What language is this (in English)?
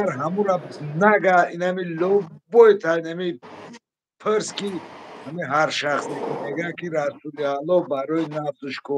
Tajik